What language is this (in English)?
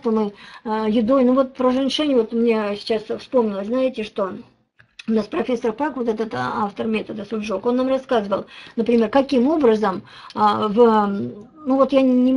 Russian